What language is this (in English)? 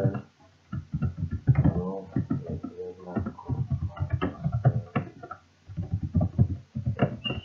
Serbian